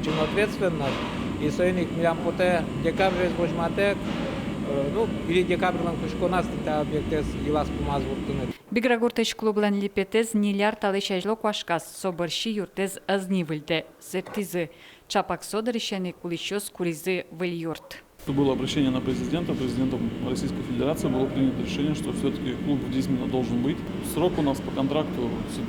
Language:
Udmurt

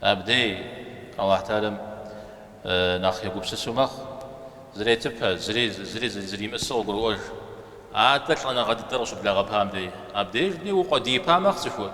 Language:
Kabardian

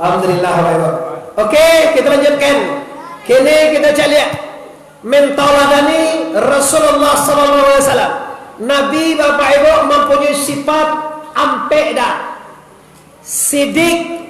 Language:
Minangkabau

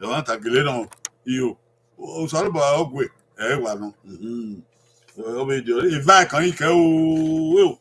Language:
Bini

